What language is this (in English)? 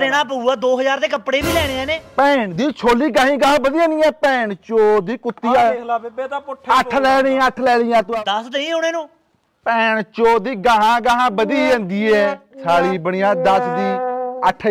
Punjabi